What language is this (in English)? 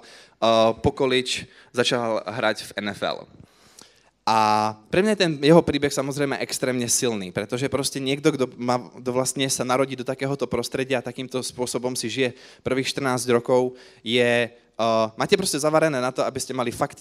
Slovak